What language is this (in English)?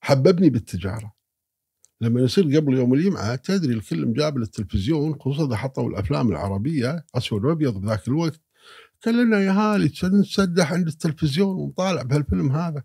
Gulf Arabic